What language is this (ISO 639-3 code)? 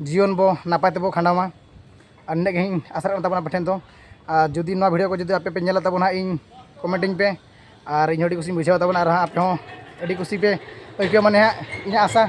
sat